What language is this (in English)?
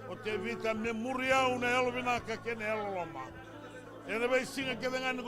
Fijian